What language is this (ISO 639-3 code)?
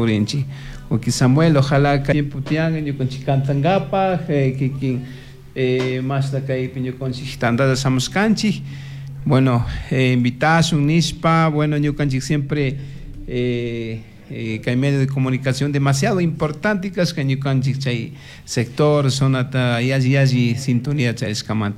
qug